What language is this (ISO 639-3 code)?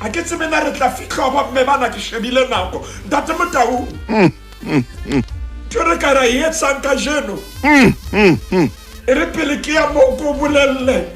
sot